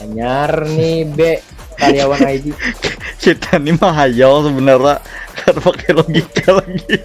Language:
Banjar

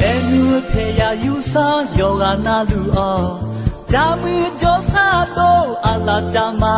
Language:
Akha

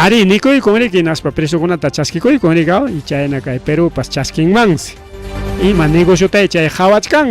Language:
Ayacucho Quechua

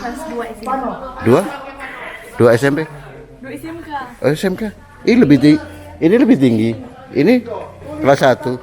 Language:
Manado Malay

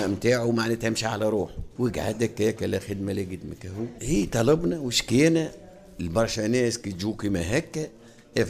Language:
Tunisian Arabic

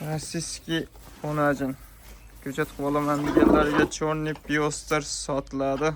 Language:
Uzbek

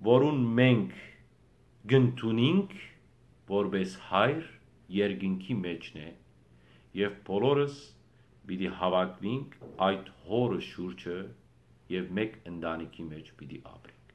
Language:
Western Armenian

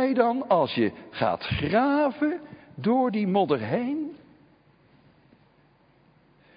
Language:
Dutch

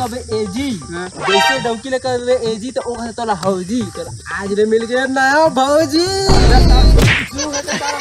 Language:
Chhattisgarhi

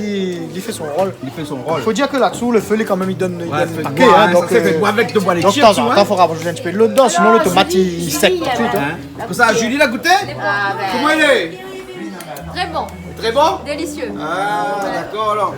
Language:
Réunion Creole French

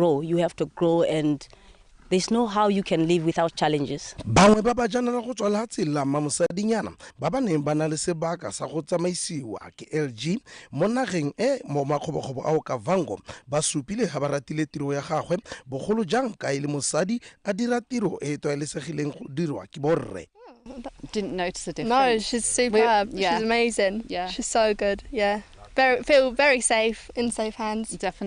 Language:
Tswana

